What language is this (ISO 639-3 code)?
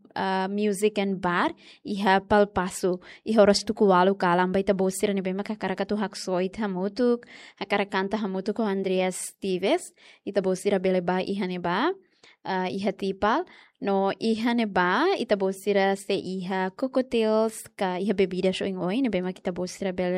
tet